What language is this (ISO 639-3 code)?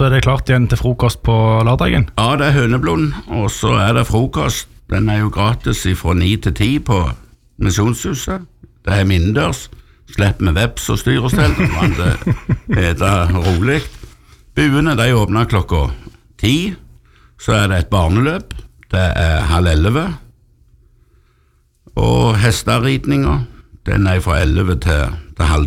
nor